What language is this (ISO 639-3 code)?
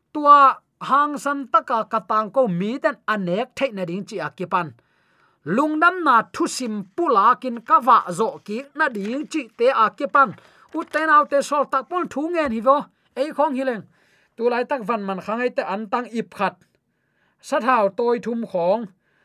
ctd